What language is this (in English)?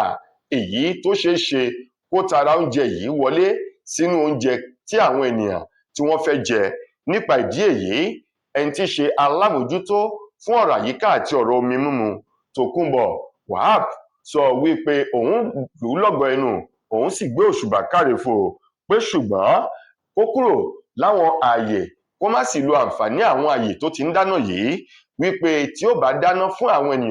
Yoruba